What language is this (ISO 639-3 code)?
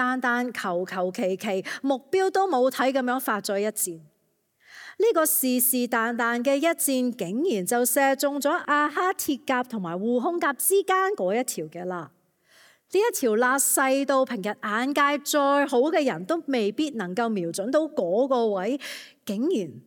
yue